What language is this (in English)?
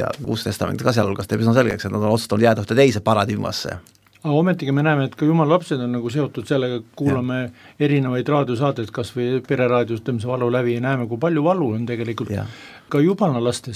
Estonian